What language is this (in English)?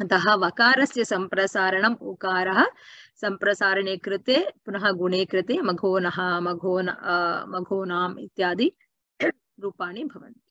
Sanskrit